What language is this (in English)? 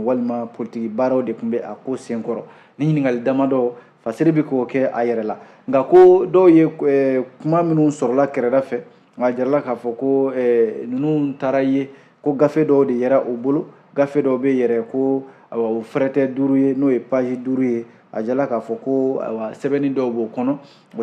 Bambara